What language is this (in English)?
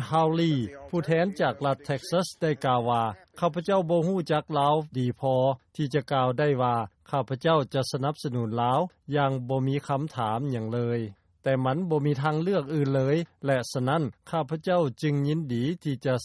Lao